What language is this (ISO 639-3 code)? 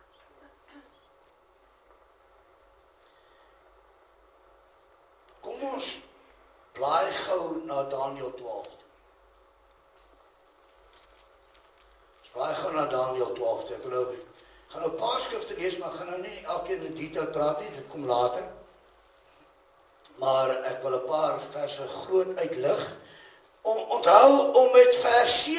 afr